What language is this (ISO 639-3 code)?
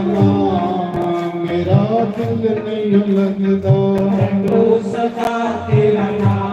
doi